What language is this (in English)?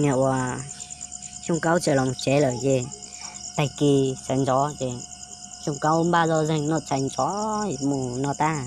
Hmong